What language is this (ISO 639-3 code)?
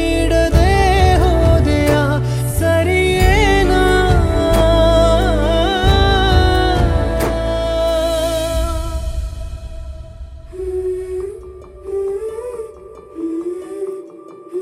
kan